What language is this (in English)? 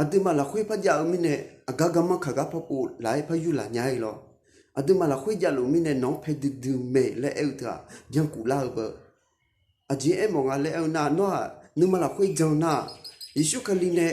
Akha